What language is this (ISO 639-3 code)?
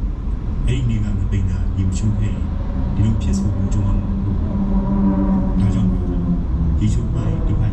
mya